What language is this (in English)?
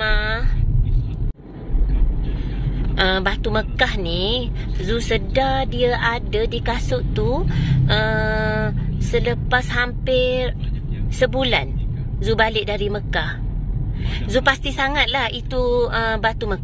Malay